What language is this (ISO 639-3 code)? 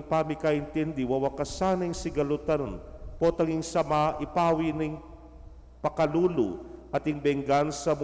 pam